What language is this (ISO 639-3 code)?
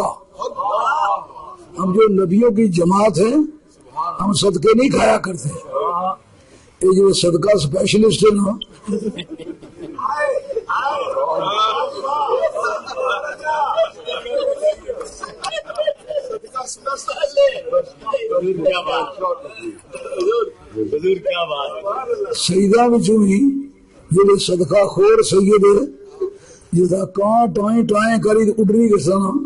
urd